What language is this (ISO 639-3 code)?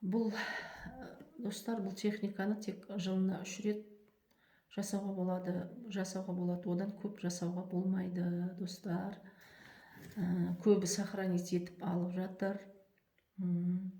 kaz